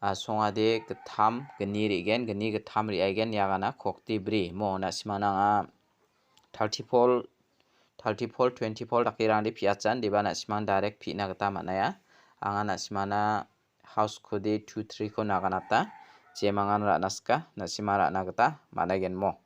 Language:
Garo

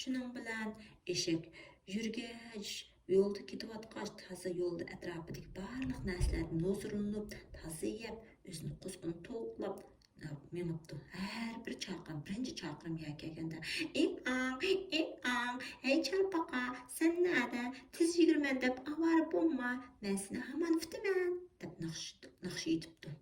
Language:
Uyghur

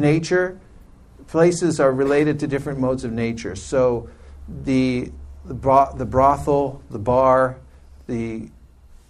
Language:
English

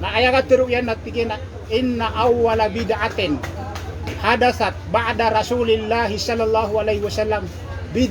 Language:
Maranao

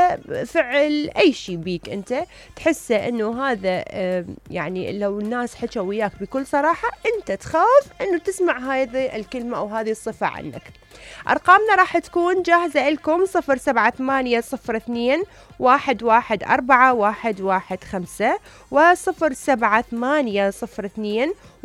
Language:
Mesopotamian Arabic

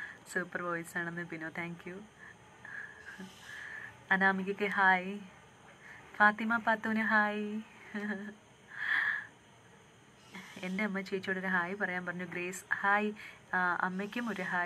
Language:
Malayalam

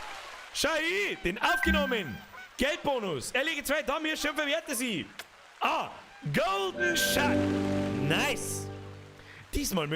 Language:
Bavarian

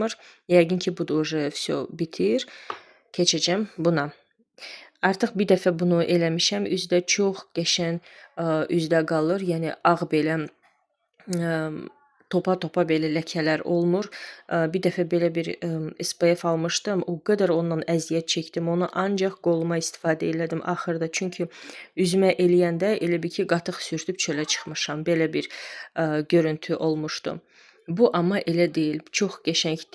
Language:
Azerbaijani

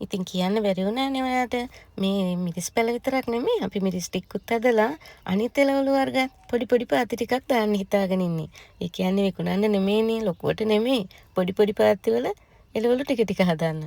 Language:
Sinhala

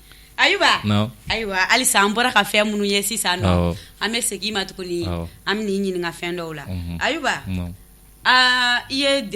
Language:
Bambara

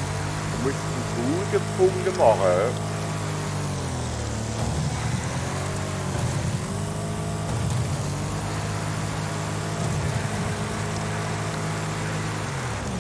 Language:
German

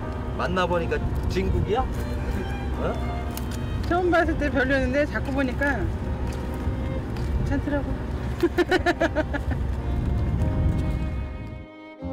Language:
Korean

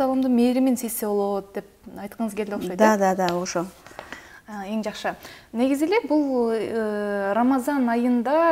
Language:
Kyrgyz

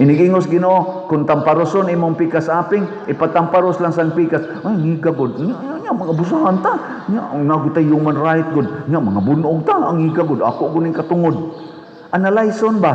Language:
Cebuano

